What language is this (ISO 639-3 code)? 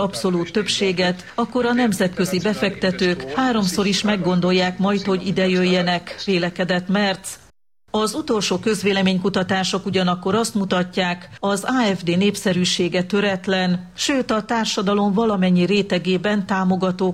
hun